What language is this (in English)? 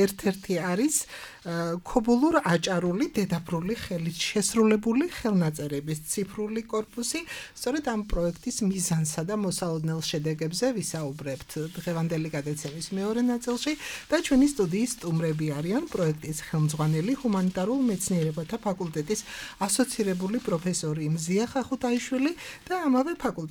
Georgian